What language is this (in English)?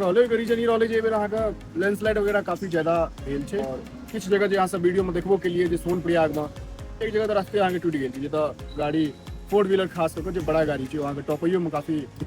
Maithili